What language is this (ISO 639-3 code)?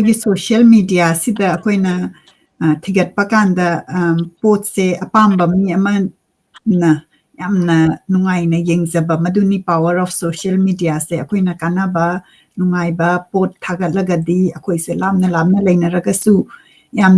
mni